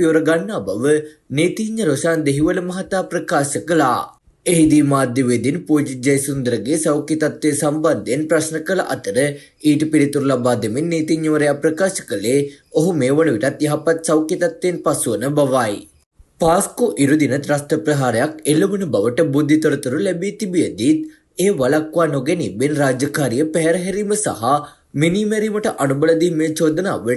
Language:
Sinhala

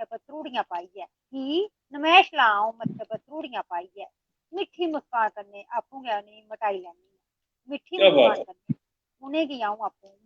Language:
Dogri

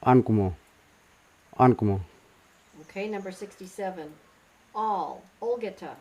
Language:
Kamasau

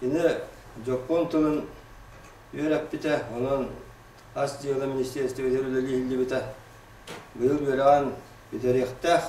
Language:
Yakut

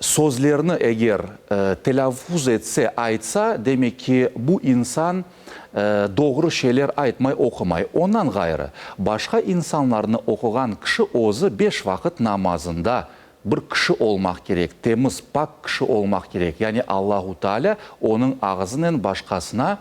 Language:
Crimean Tatar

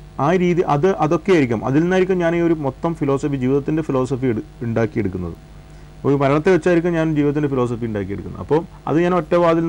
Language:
Malayalam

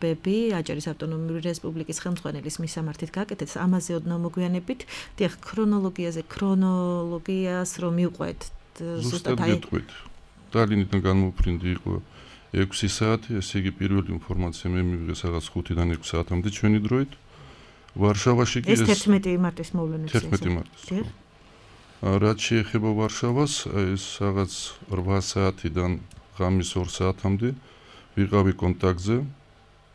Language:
Georgian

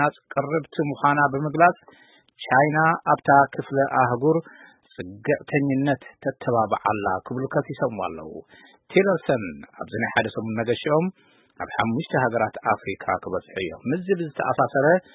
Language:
Tigrinya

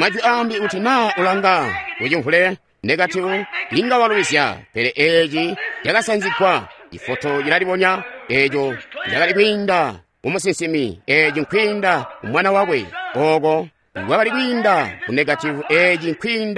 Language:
Tonga (Zambia)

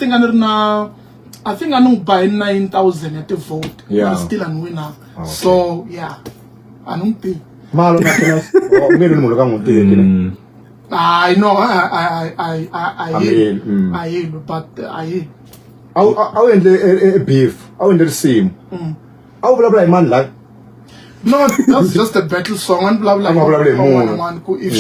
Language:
Tsonga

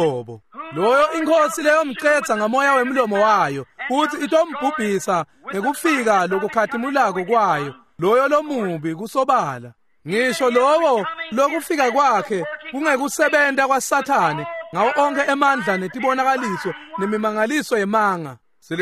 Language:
Swati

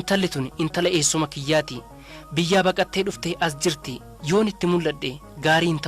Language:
Oromo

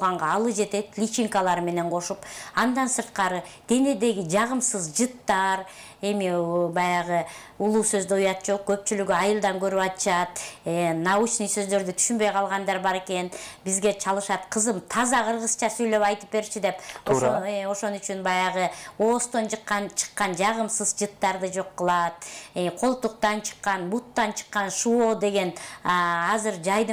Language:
Kyrgyz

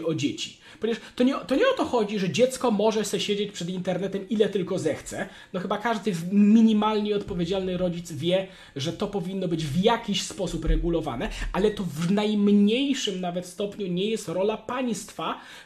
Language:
Polish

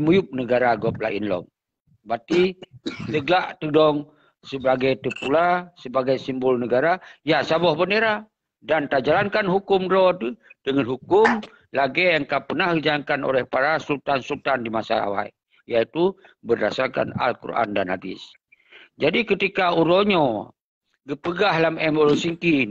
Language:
Achinese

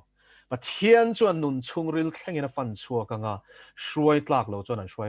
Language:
Mizo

